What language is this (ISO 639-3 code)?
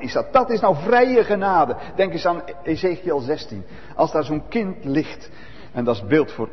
nld